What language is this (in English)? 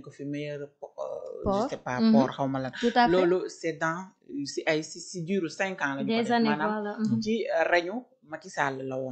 Wolof